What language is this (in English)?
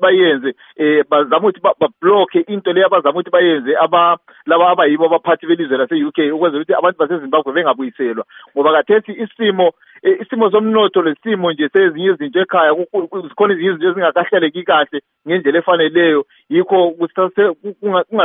North Ndebele